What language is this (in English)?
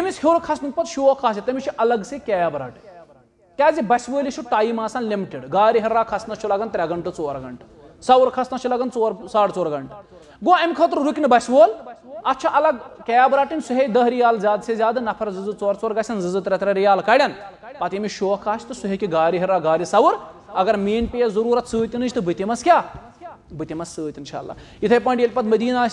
Kashmiri